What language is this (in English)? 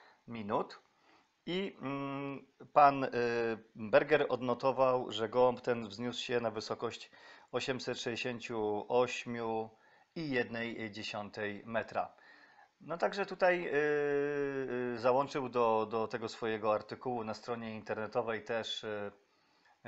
Polish